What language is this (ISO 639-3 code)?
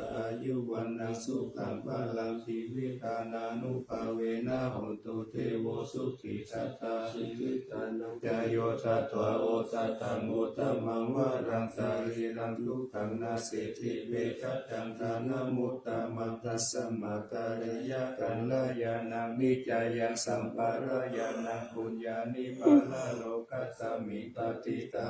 pli